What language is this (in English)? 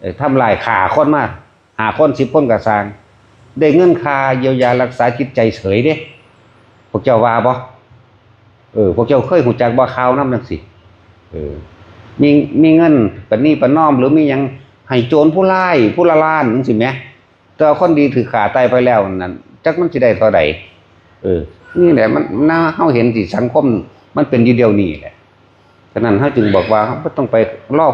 Lao